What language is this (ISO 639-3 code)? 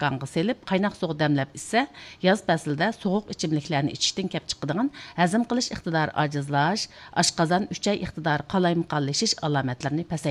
uig